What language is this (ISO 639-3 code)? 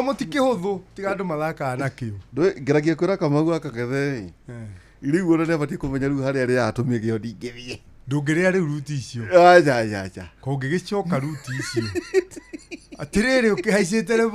kik